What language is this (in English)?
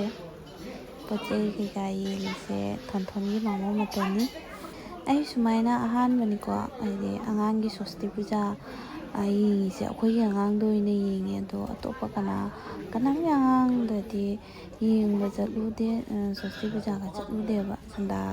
Manipuri